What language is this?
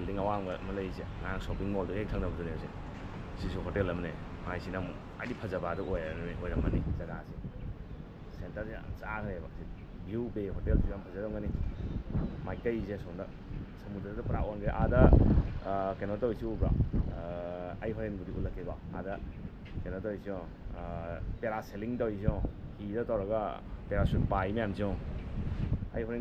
Manipuri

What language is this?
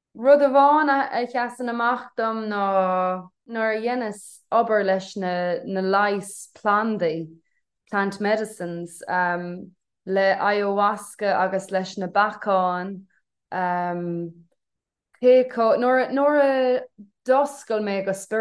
Irish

